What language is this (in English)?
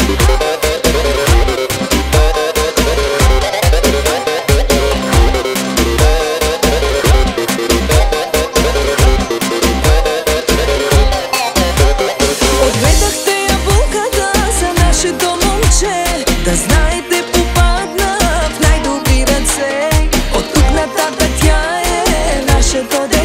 Bulgarian